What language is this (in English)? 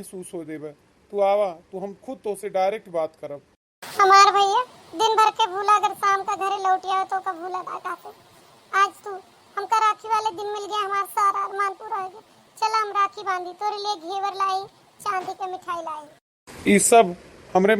Awadhi